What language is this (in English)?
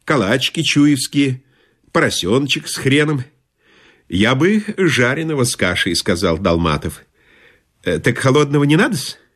Russian